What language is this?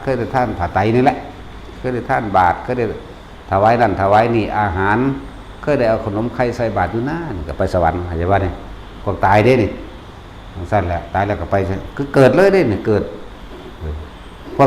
Lao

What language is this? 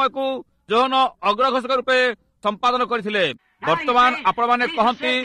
Odia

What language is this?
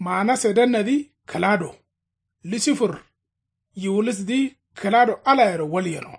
Kanuri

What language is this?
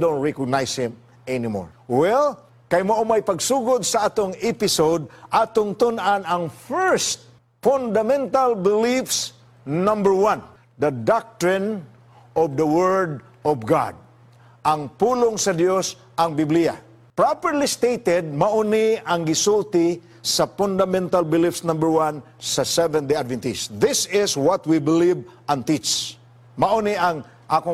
Cebuano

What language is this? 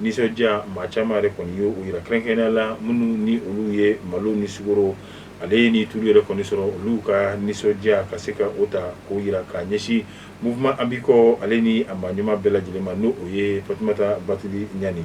Bambara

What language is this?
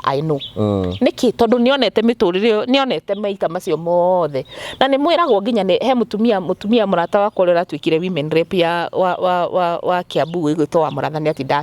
Kikuyu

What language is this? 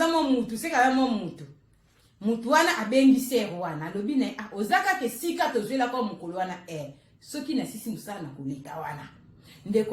Lingala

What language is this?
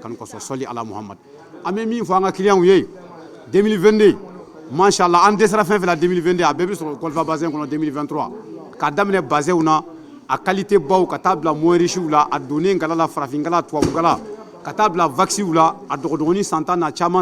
Bambara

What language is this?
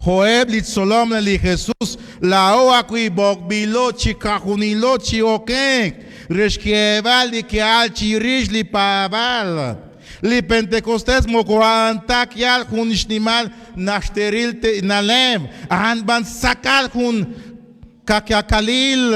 Kekchí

